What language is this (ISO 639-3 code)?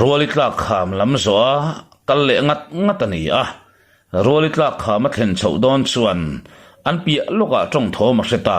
lus